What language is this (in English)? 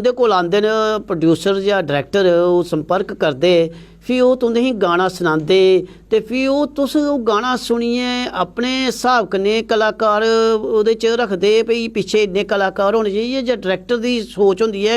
Dogri